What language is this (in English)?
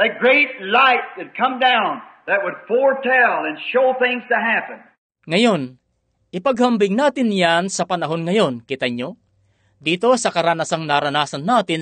Filipino